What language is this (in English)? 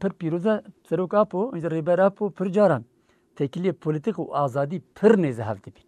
Kurdish